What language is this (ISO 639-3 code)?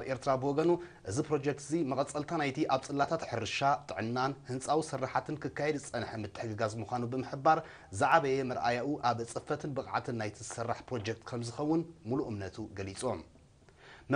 tir